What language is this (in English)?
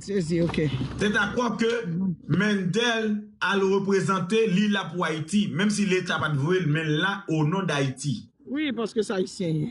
Haitian Creole